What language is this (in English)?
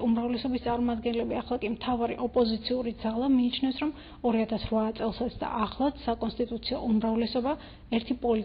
Georgian